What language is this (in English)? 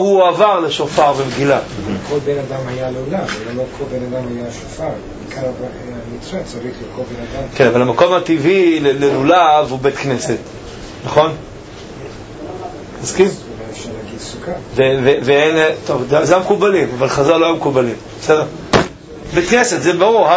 Hebrew